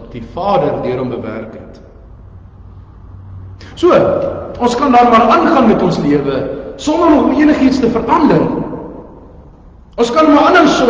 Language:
Afrikaans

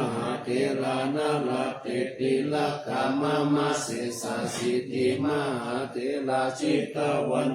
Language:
Pali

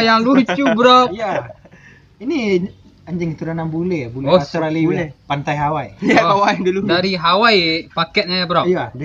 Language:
Minangkabau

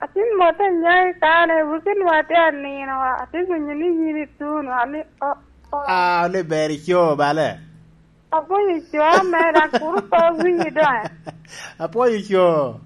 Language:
Lango (Uganda)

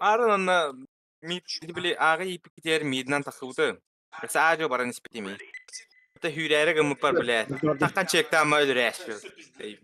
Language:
Yakut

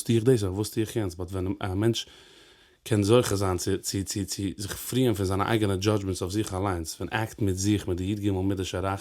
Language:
Yiddish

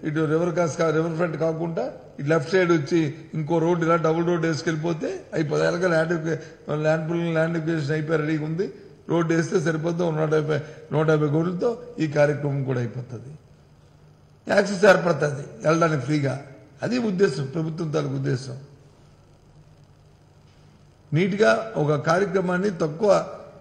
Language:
Telugu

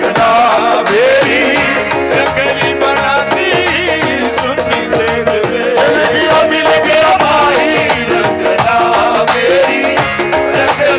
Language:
Punjabi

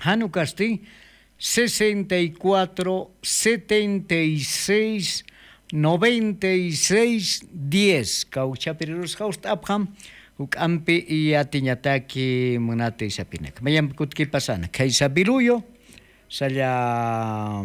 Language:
Aymara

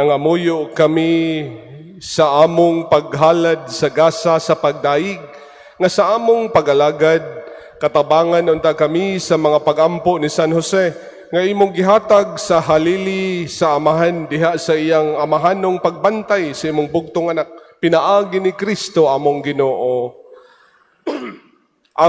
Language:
Cebuano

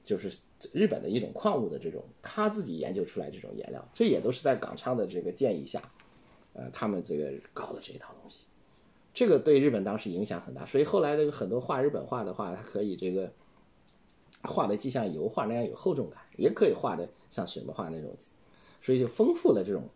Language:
Chinese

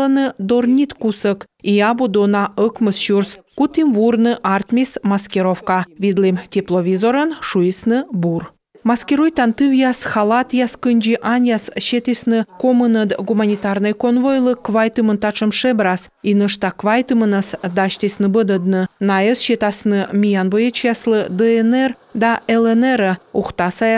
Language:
Komi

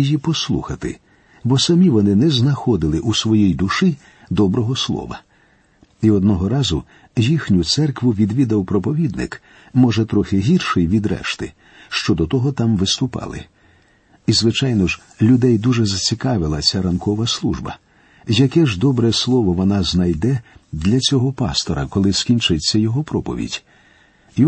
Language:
Ukrainian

